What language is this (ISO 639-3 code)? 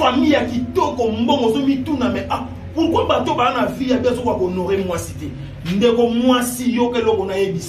lin